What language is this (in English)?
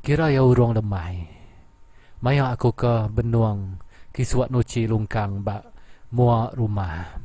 Iban